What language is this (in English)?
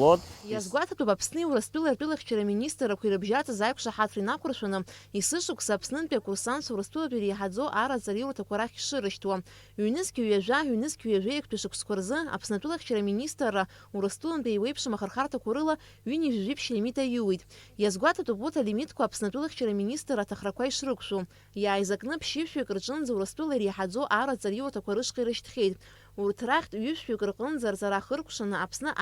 Abkhazian